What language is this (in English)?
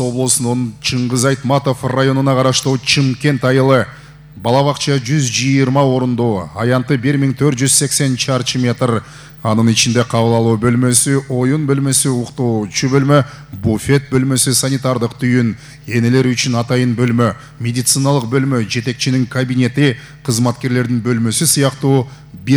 Kyrgyz